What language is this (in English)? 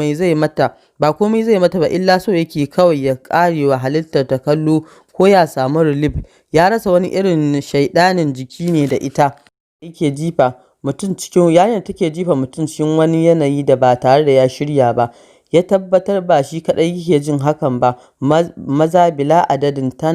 Hausa